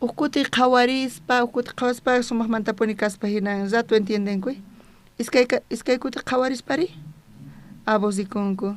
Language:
South Bolivian Quechua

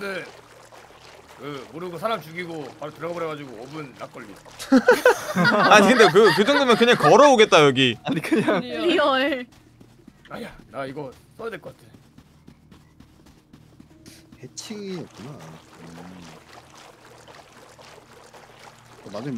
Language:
Korean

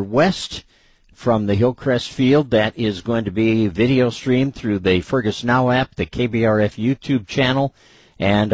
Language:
English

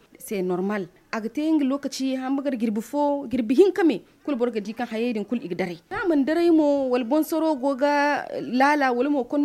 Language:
Zarma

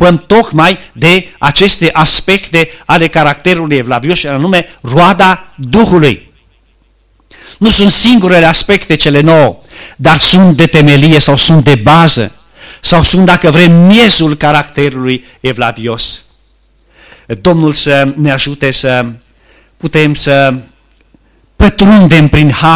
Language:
Romanian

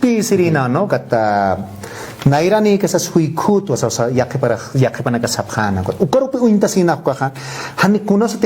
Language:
Aymara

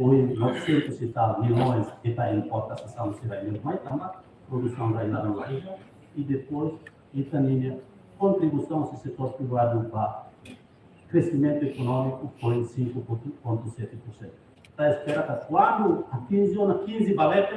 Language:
Tetum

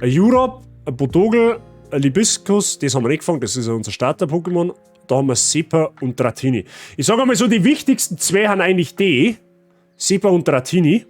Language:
Bavarian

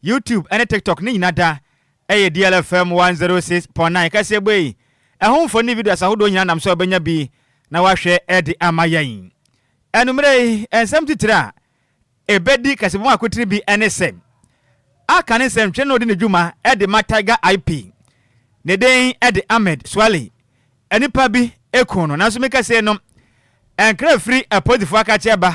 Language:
Akan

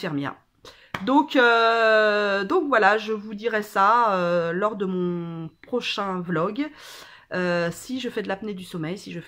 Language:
French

